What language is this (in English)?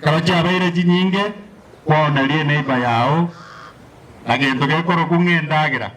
Gusii